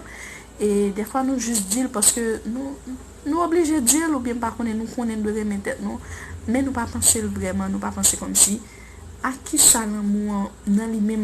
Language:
Haitian Creole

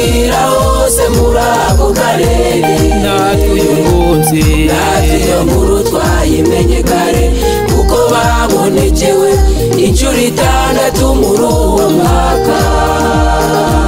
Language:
Kinyarwanda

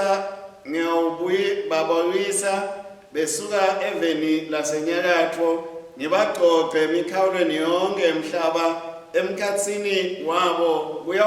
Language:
Swati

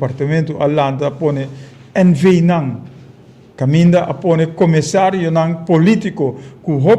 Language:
Papiamento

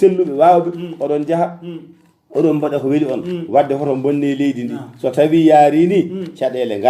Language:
Fula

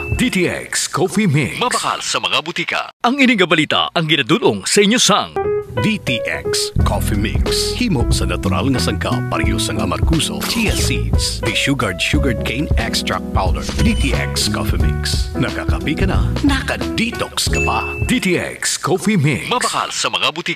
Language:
Hiligaynon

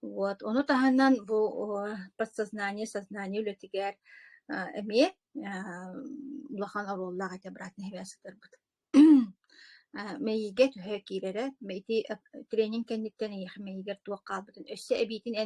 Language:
Yakut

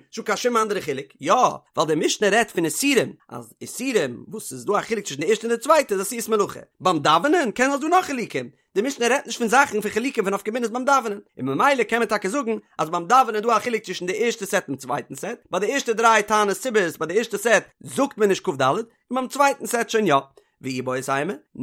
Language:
Yiddish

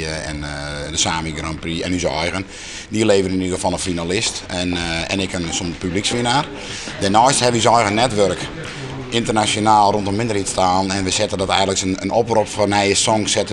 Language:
Western Frisian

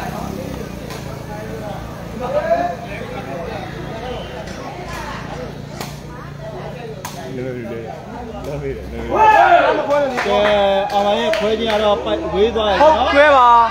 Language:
Burmese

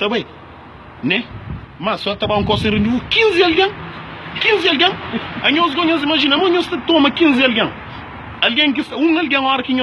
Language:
Kabuverdianu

